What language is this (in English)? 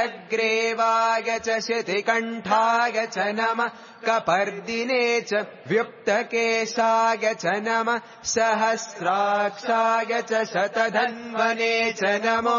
Sanskrit